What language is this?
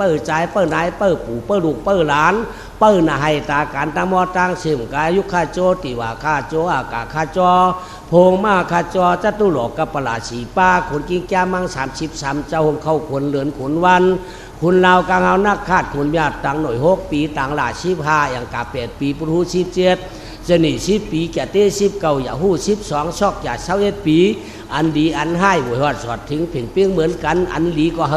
Shan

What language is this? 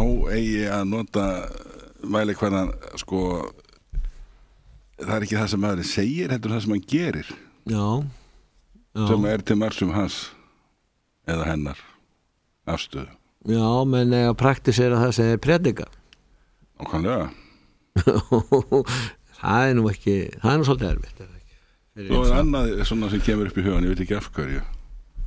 Icelandic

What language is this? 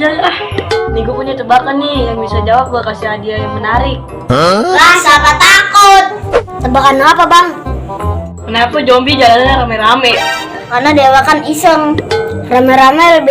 Betawi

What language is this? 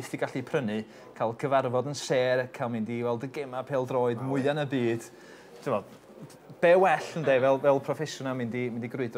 Welsh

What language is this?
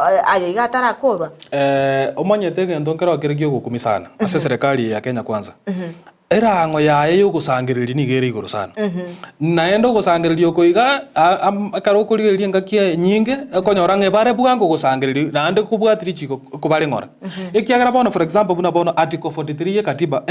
Gusii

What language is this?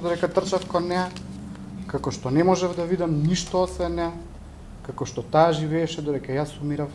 Macedonian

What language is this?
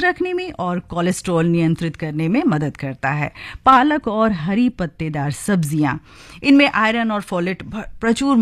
Hindi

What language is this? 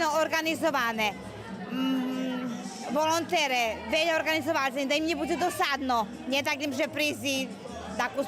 Rusyn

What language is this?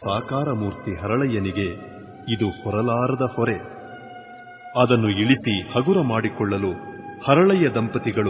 Kannada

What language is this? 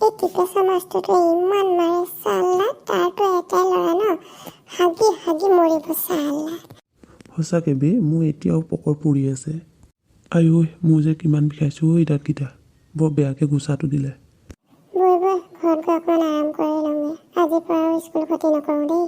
Assamese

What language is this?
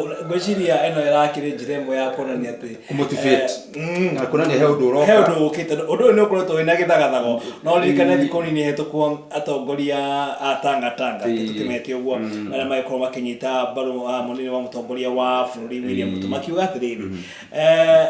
Kikuyu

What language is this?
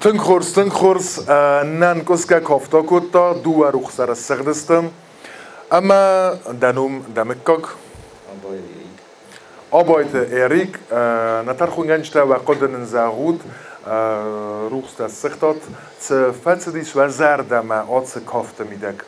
Ossetic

